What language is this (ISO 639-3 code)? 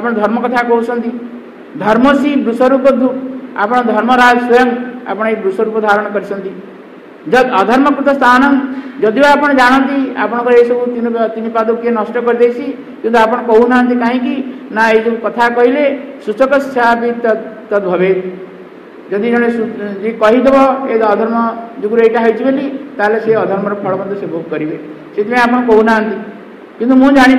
ori